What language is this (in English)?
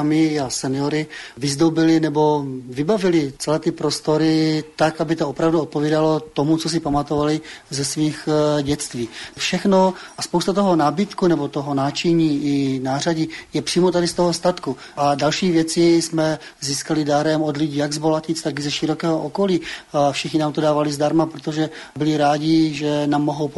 Czech